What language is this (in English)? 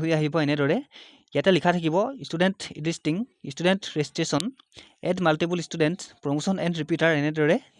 Assamese